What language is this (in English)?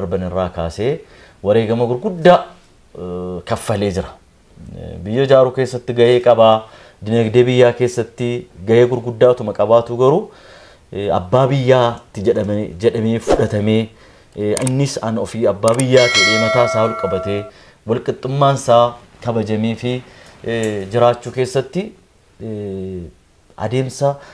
Oromo